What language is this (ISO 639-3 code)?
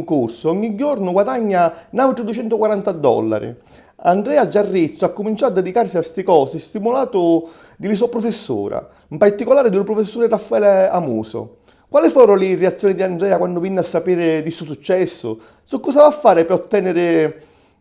scn